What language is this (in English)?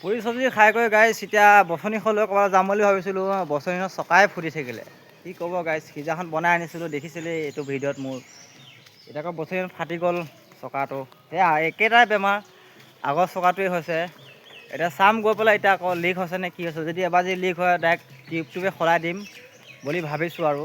Assamese